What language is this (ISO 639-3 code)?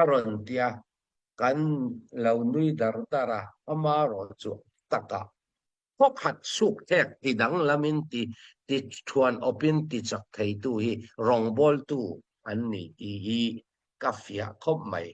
cnh